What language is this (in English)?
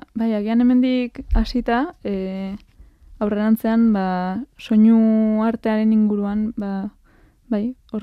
Basque